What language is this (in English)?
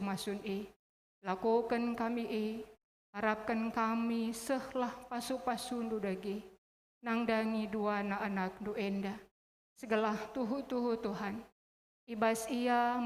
Batak Karo